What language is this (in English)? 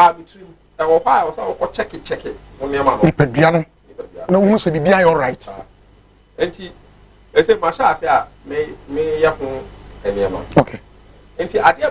Akan